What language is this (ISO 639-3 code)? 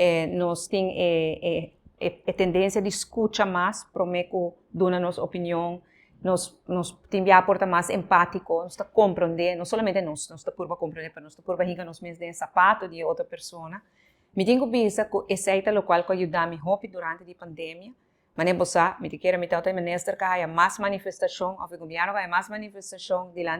pap